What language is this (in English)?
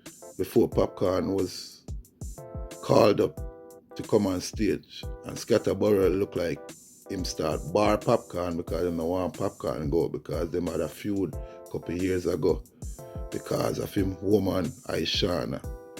Jamaican Creole English